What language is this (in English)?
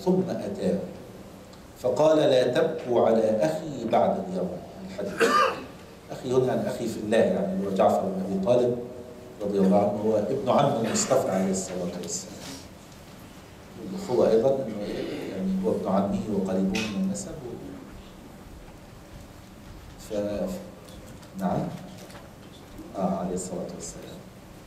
Arabic